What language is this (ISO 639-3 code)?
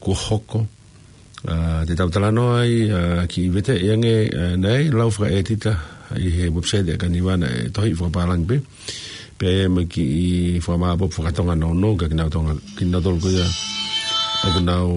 ton